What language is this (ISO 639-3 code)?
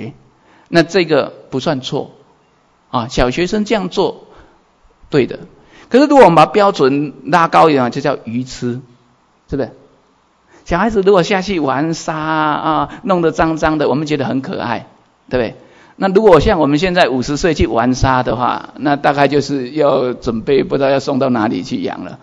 zho